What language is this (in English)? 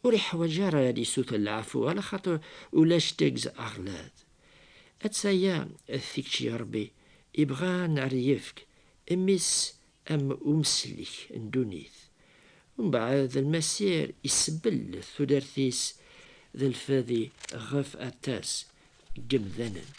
Kabyle